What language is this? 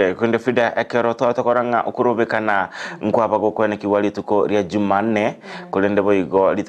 Gusii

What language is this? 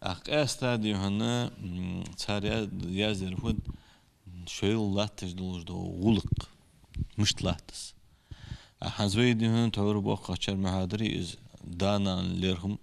Ingush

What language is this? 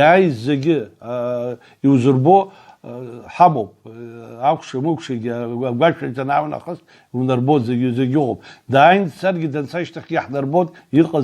Abkhazian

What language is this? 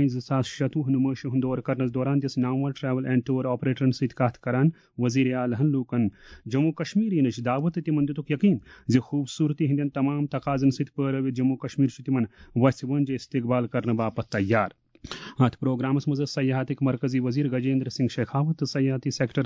Kashmiri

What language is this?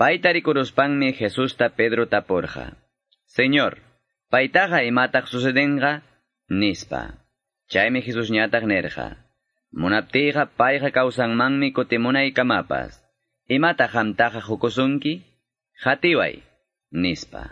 Quechua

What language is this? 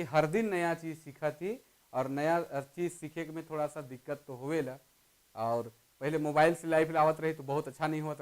Sadri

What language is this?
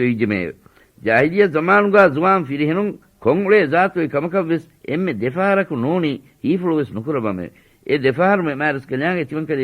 Divehi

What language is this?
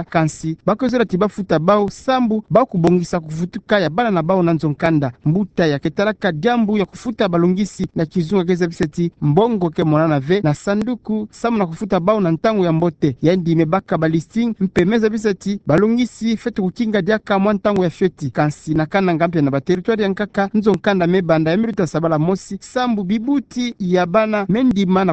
Kituba (Democratic Republic of Congo)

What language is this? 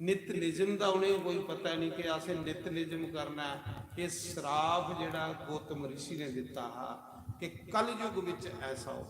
Dogri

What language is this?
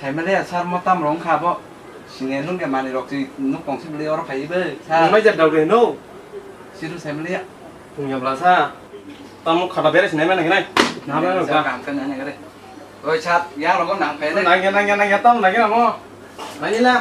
Kok Borok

